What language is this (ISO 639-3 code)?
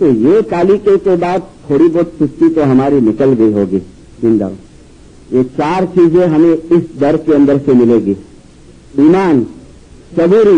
urd